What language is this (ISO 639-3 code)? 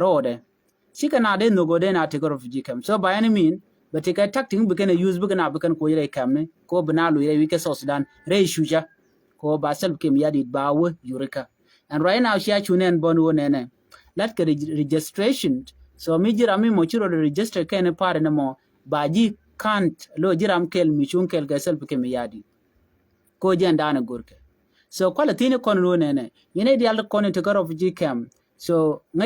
nus